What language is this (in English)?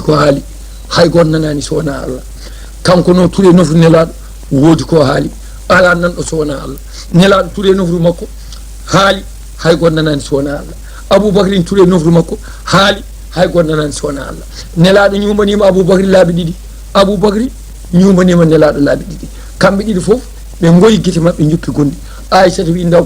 Fula